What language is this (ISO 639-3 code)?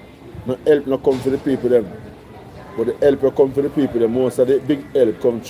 jam